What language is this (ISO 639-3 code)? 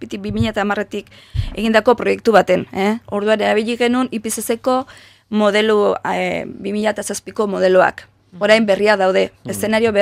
eus